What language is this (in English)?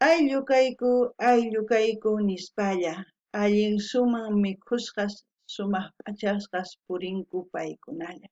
South Bolivian Quechua